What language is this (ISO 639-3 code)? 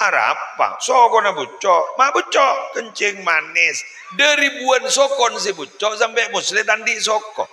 mad